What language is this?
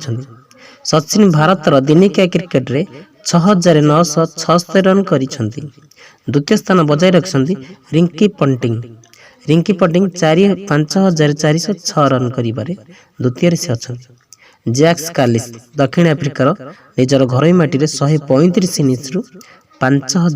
Odia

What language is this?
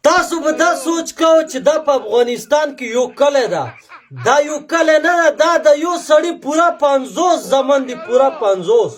Pashto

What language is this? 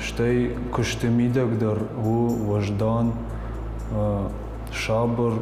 Ossetic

